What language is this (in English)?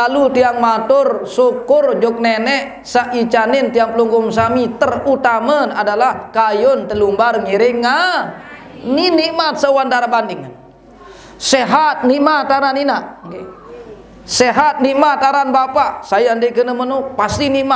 Sasak